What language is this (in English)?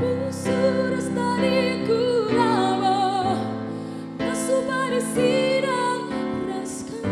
Batak Karo